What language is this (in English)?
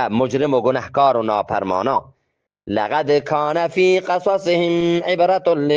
Eastern Balochi